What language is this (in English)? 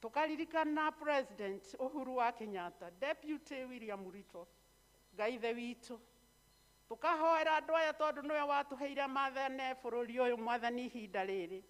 Kikuyu